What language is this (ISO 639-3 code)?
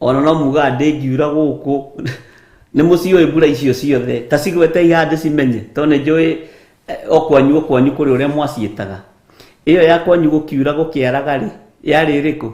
kik